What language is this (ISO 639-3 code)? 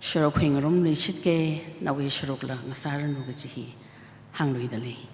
nmf